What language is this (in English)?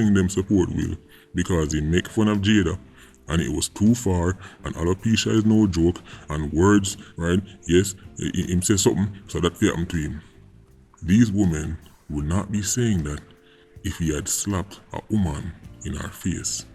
Jamaican Creole English